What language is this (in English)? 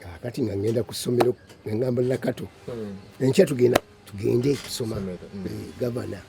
Ganda